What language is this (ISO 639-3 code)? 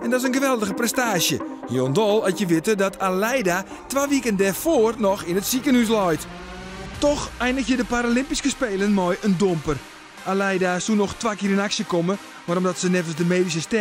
fry